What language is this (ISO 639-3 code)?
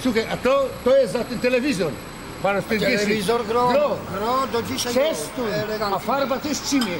szl